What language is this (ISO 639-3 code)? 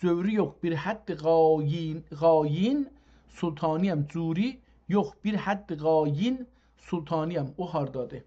azb